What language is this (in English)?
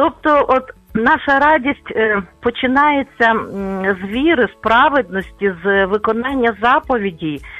Ukrainian